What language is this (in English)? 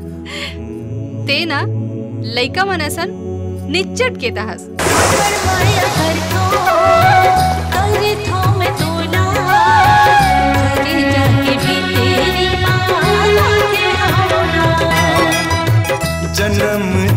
Chhattisgarhi